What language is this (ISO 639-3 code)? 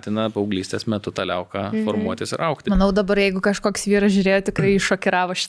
lit